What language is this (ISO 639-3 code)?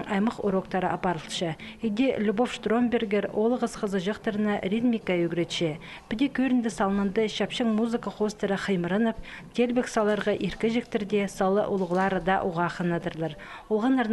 kjh